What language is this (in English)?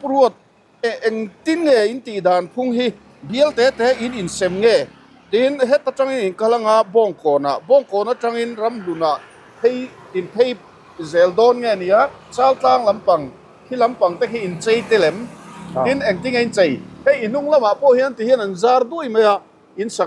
Mizo